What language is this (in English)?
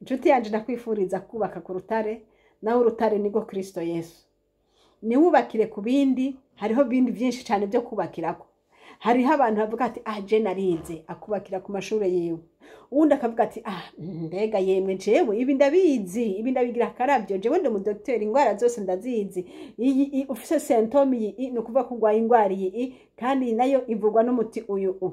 Rundi